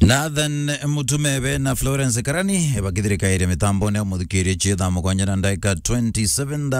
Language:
Meru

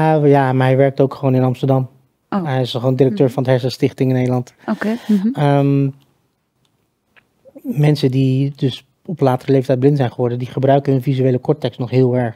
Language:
Dutch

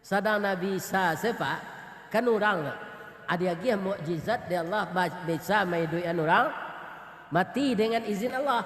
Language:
Minangkabau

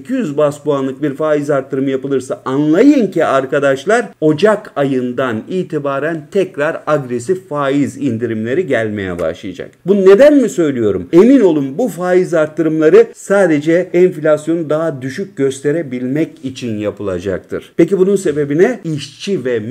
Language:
Turkish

